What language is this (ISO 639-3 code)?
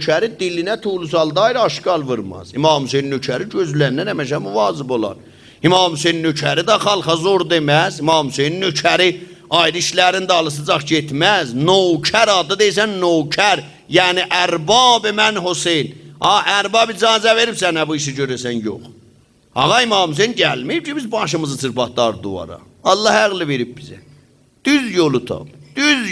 azb